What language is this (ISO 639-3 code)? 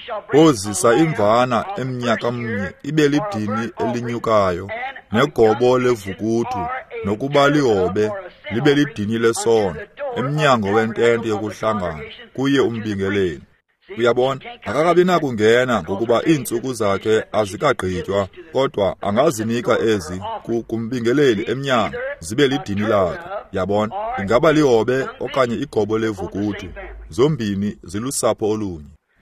xho